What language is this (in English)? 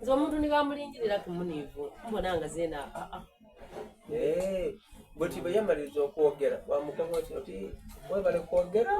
Soga